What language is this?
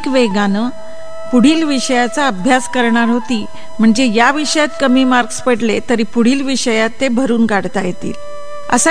Marathi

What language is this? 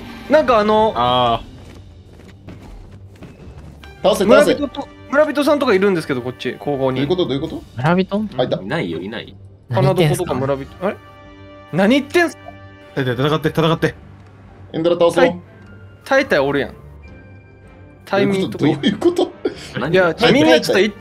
Japanese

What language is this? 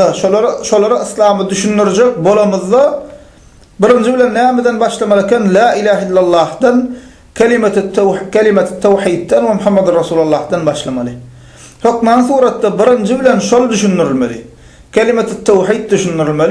Turkmen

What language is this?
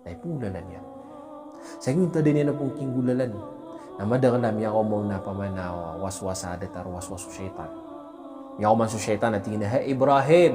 Maranao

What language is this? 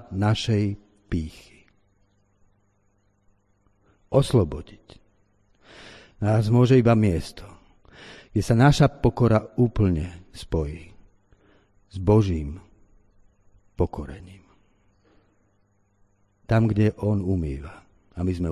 Slovak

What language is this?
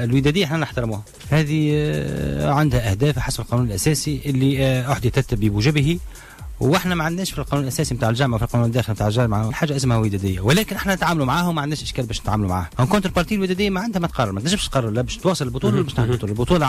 Tunisian Arabic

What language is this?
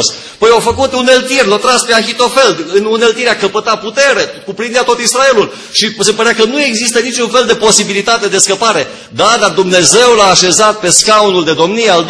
Romanian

